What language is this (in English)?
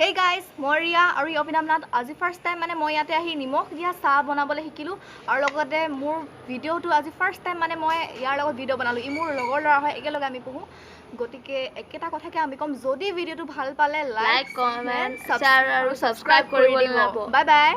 Assamese